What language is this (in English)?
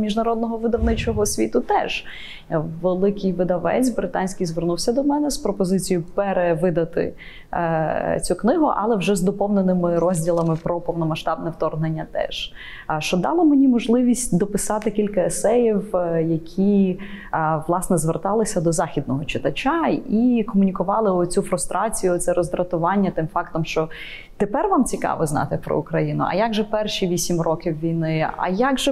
Ukrainian